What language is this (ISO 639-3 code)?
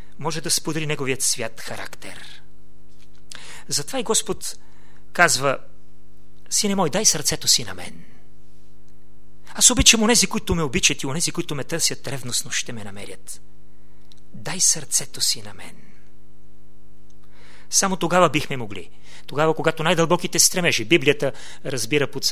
bul